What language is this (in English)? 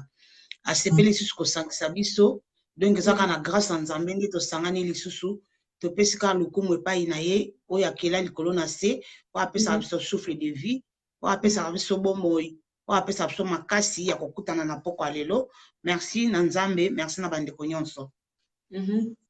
Lingala